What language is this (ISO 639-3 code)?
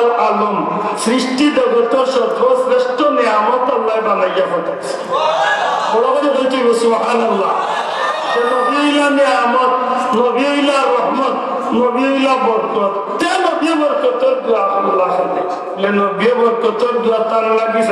syl